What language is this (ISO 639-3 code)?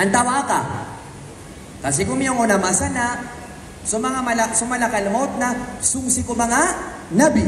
mrw